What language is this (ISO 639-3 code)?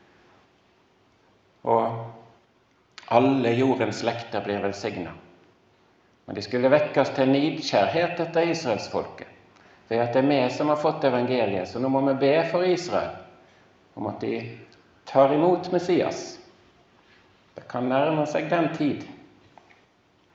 nor